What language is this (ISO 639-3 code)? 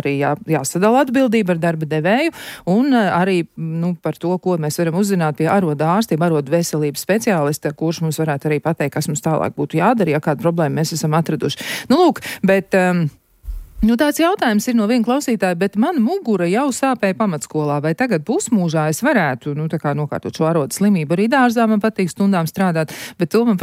lav